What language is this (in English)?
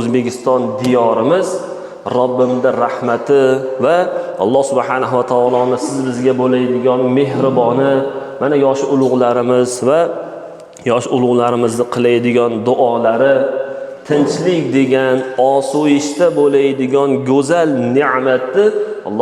Uzbek